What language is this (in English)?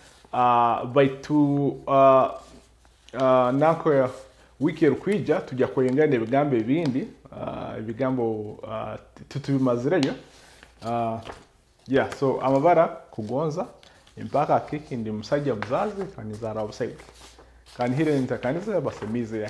Nyoro